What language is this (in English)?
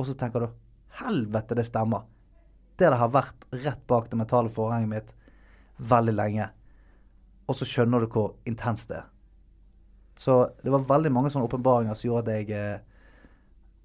Norwegian